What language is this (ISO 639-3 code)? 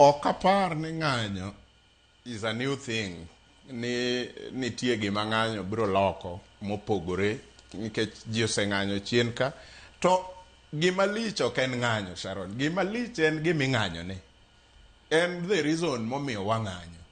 luo